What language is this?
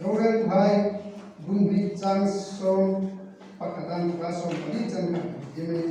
Hmar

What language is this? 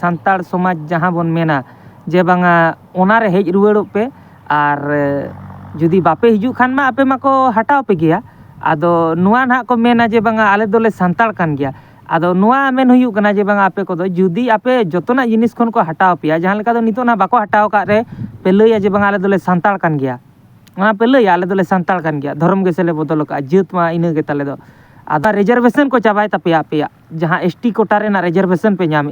Santali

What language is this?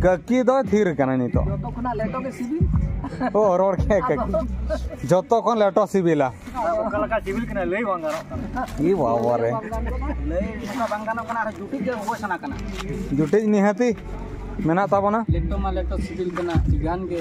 Santali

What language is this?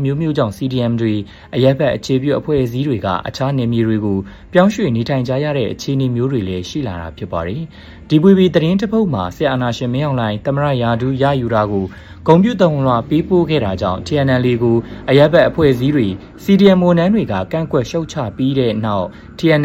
Burmese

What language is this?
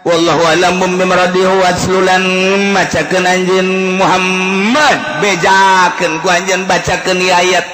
Sundanese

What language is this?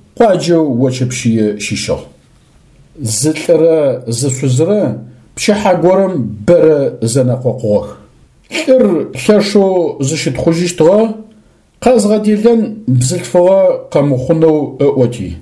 Adyghe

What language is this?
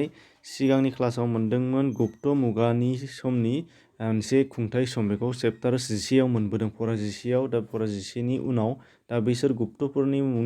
Bodo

